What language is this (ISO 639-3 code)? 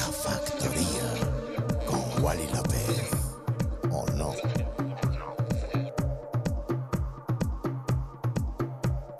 spa